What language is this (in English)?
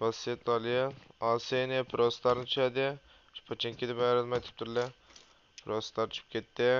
Uyghur